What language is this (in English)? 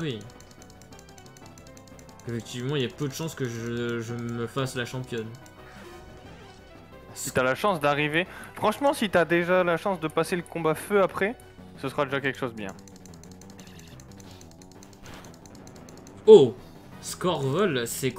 French